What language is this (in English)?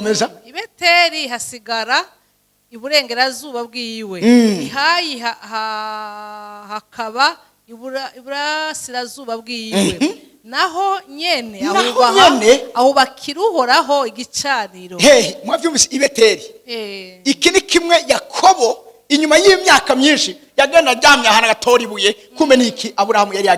Rundi